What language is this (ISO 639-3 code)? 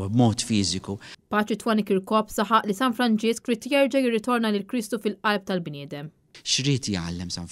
mlt